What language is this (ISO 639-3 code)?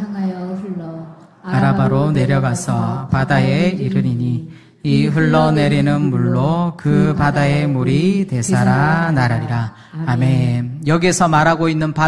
kor